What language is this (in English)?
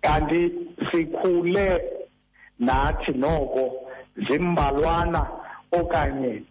Xhosa